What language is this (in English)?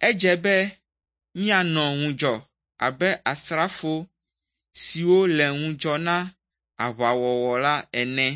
Ewe